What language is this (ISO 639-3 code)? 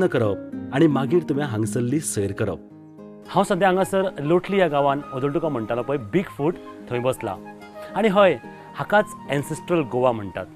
kok